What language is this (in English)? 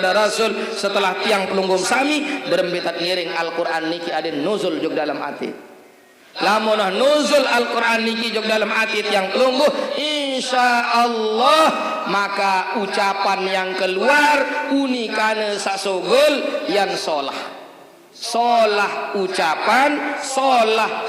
Sasak